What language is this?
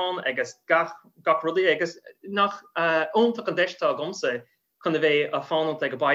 Irish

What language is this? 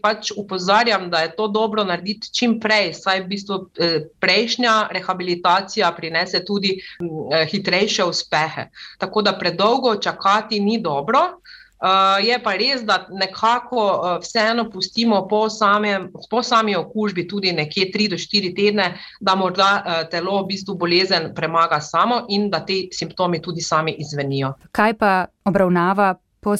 Slovenian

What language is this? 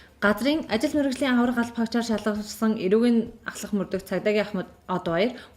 Mongolian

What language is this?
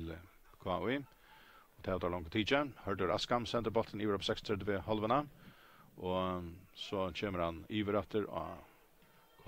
Faroese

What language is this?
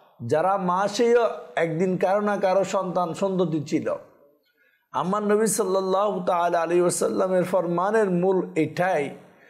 Bangla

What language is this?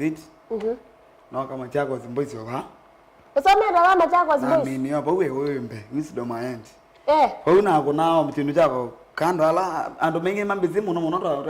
Kamba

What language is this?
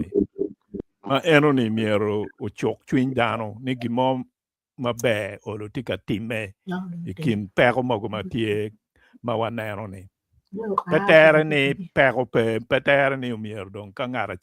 Acoli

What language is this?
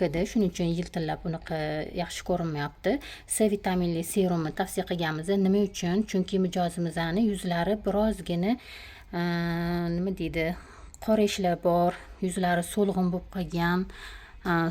Uzbek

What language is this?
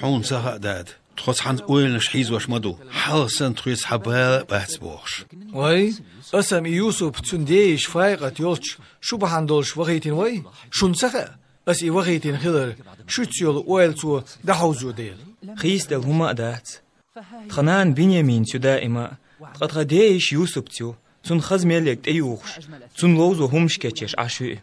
Chechen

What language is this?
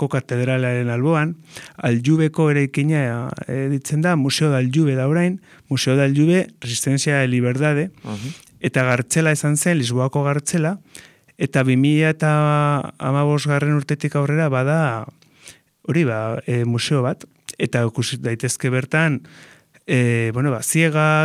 Basque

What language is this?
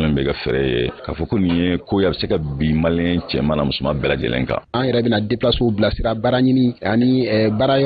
Bambara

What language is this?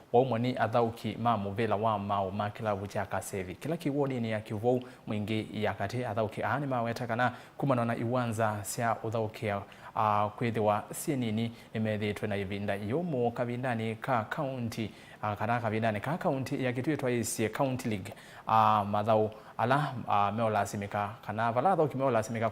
Kamba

